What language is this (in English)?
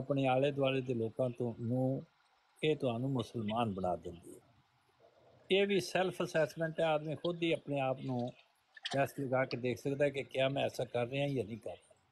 Punjabi